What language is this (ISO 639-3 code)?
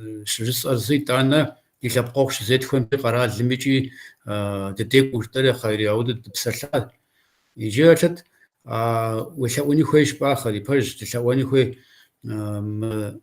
kbd